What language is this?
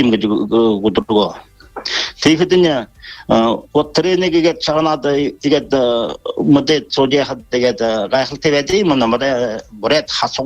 Buriat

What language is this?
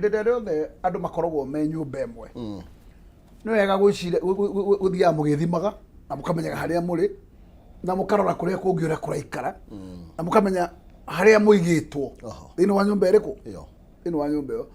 Kikuyu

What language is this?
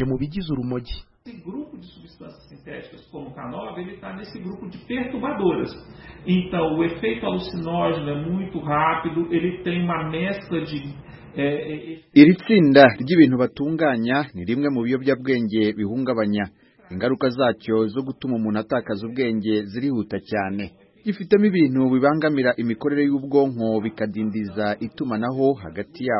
Kinyarwanda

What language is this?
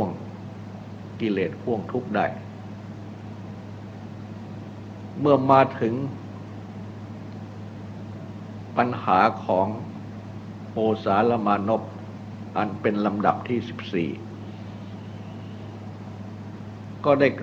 Thai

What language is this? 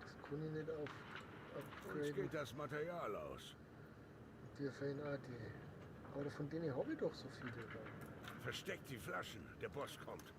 Bavarian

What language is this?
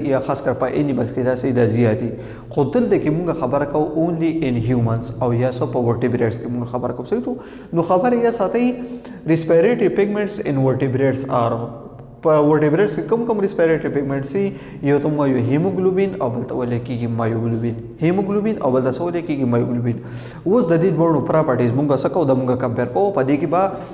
Pashto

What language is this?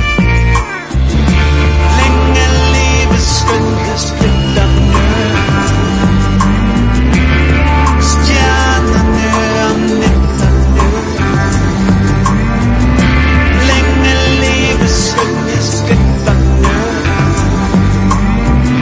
Danish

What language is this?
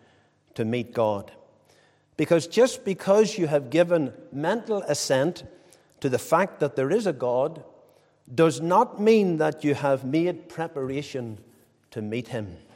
English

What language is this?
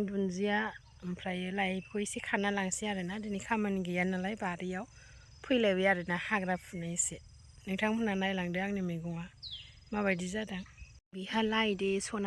Bodo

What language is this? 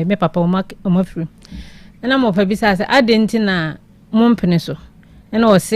Akan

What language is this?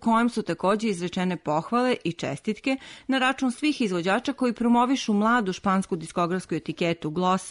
Serbian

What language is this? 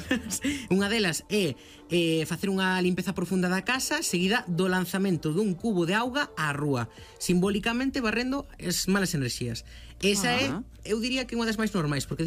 Galician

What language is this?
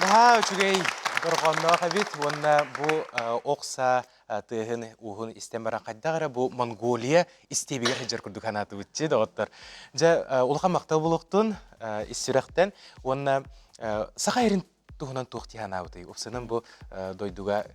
Yakut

